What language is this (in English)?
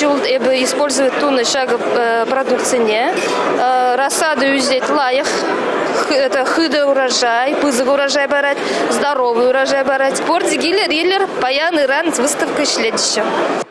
Chuvash